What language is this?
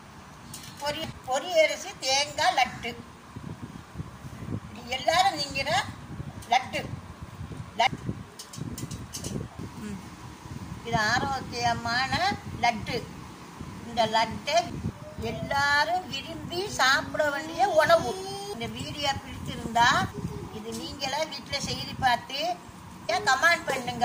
Tamil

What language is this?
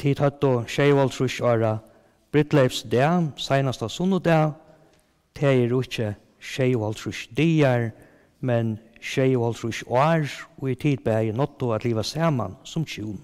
Faroese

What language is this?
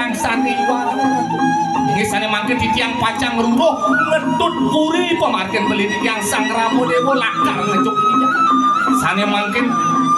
Balinese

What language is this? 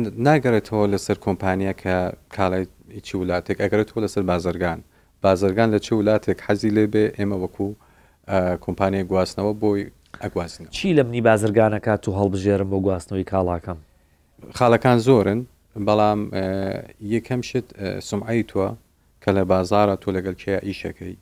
Central Kurdish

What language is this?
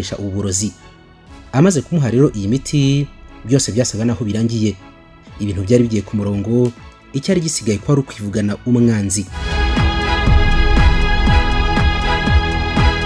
Kinyarwanda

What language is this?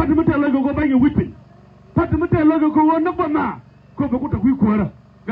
Nuer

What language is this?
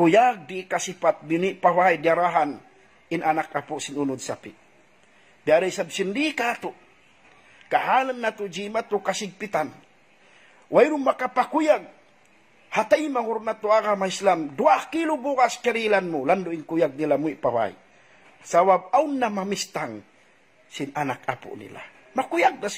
Tausug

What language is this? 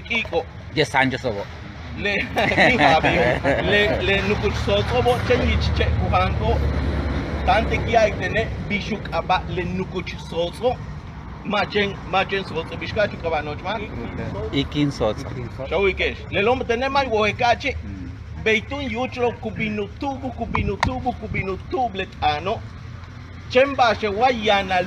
Yucateco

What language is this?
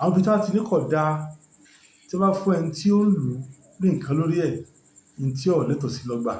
Yoruba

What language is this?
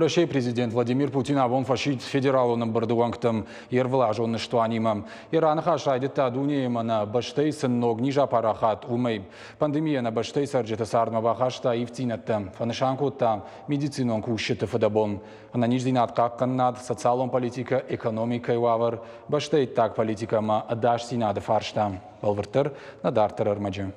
Ossetic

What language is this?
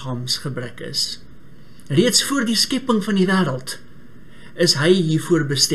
Afrikaans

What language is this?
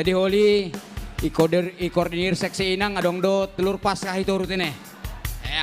Batak Simalungun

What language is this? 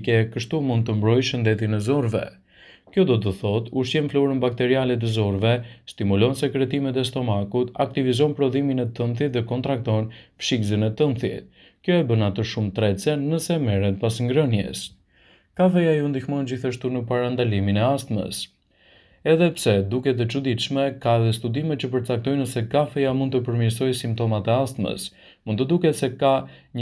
Albanian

